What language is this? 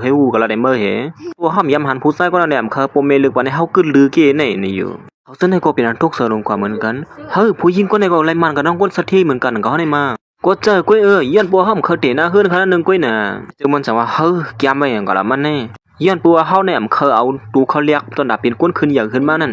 Shan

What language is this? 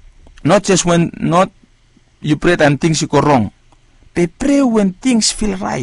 Bislama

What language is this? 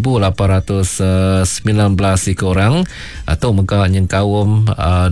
Iban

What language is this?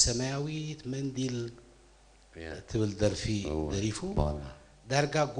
Tigrinya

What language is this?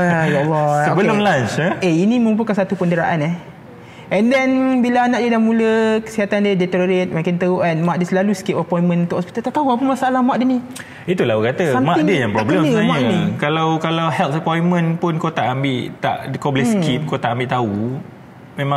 Malay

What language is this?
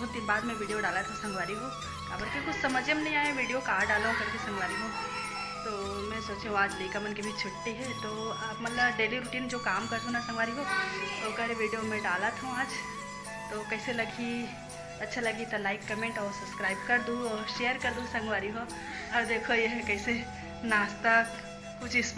Chhattisgarhi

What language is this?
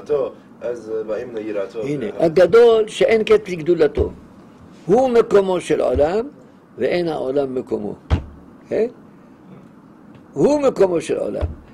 Hebrew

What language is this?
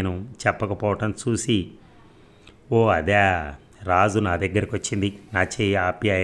Telugu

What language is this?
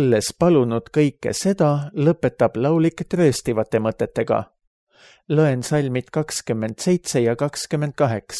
Estonian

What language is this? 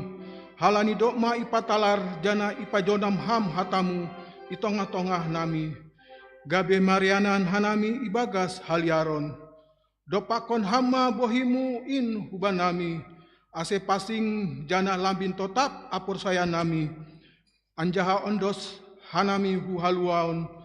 Batak Simalungun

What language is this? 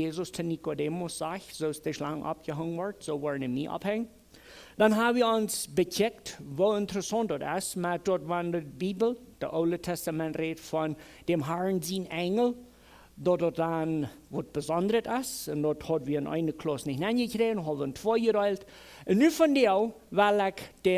Plautdietsch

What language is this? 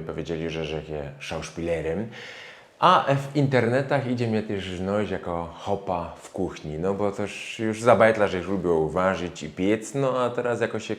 Silesian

